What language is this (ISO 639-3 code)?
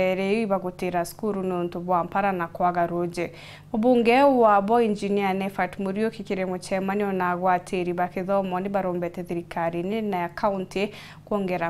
mer